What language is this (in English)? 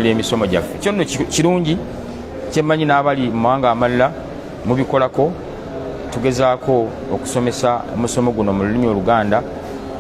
Ganda